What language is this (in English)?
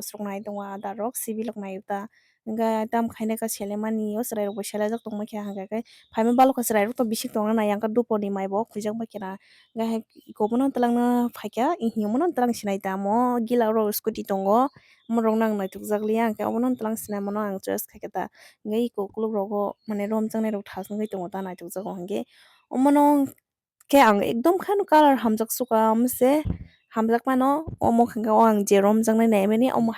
Kok Borok